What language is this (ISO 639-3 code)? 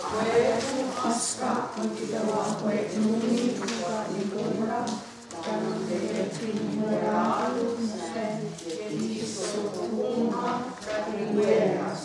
moh